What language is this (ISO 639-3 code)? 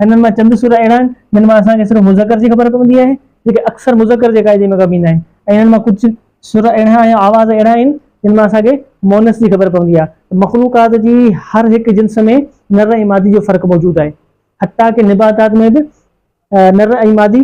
snd